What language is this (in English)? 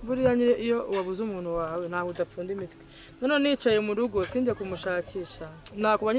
Kinyarwanda